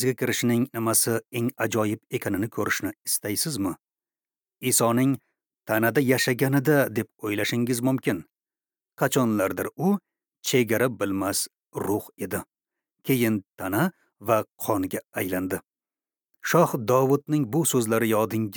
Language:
Uzbek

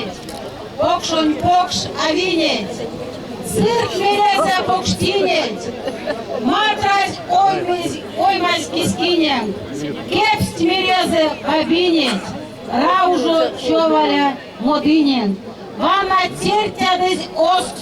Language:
Erzya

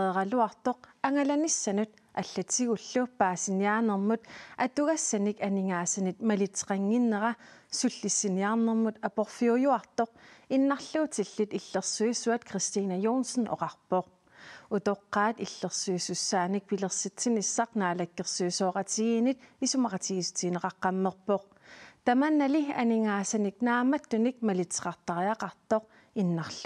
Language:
Kalaallisut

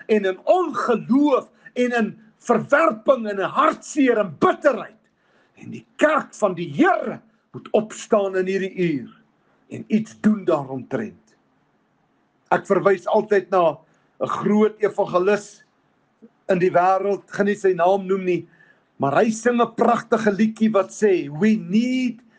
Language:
Afrikaans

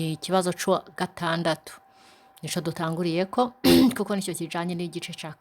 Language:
Rundi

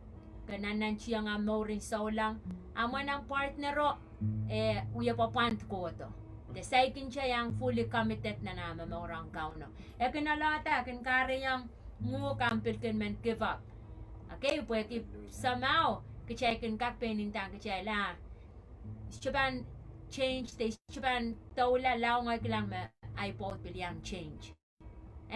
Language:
Pohnpeian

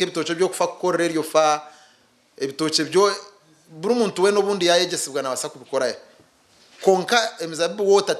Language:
Nyankole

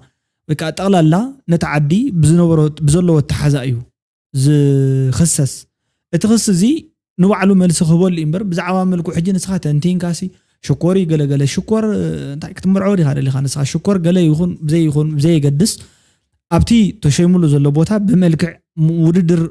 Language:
Tigrinya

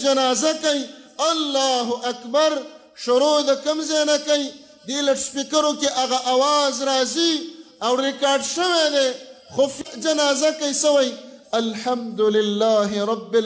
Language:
Pashto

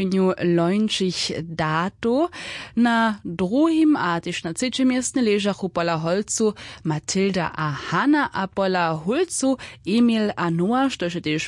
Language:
Upper Sorbian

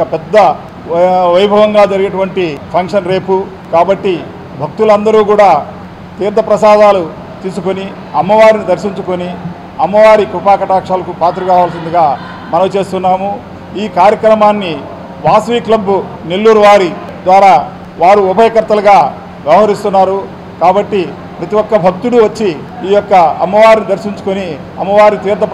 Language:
Telugu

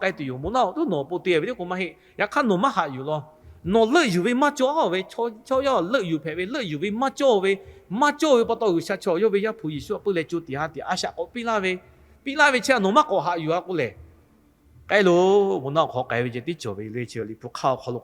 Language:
Lahu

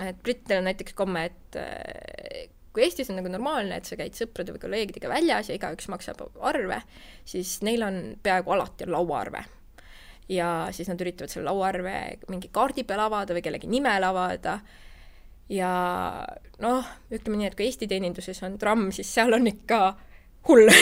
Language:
Estonian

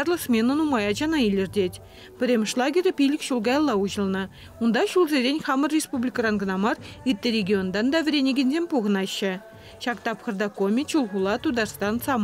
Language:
Chuvash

